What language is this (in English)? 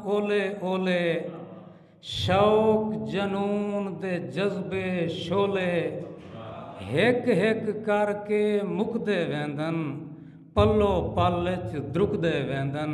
Saraiki